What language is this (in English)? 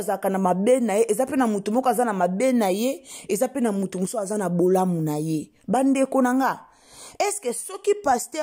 Lingala